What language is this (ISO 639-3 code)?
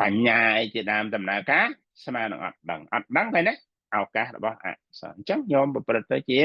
khm